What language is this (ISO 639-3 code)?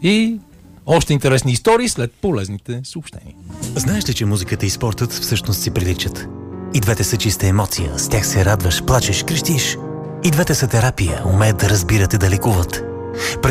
bul